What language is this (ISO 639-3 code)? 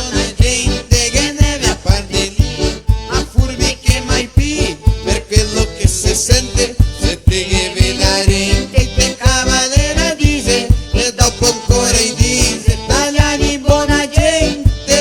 vec